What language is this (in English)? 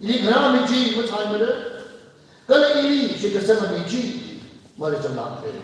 Tangkhul Naga (India)